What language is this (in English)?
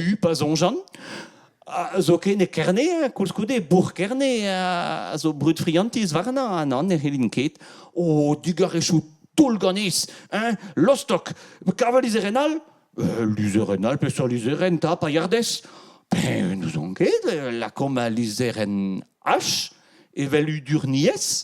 Breton